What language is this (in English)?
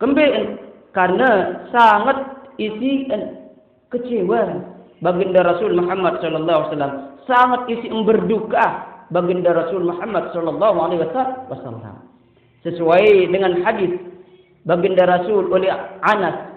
Sasak